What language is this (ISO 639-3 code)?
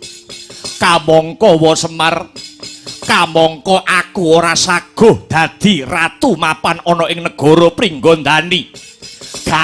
jav